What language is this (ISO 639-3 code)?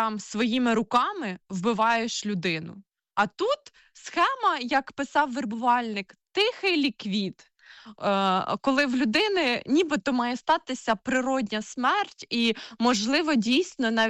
ukr